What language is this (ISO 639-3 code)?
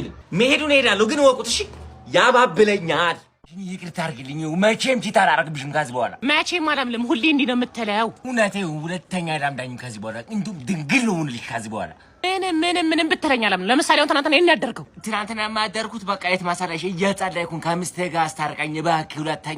amh